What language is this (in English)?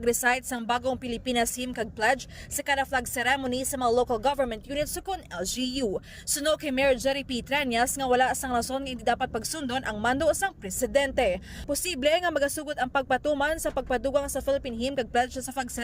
Hiligaynon